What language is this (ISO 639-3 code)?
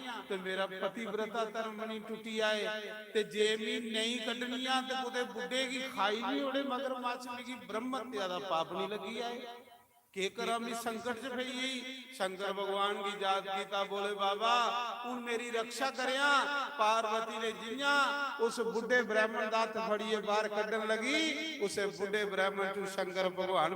doi